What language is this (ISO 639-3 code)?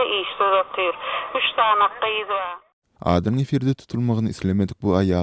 tuk